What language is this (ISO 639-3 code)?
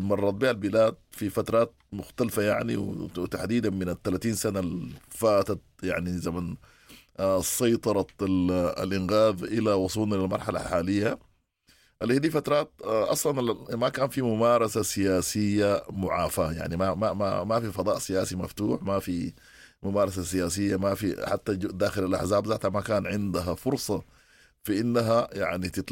apd